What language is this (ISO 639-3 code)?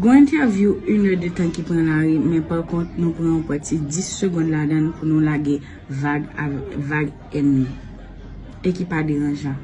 hat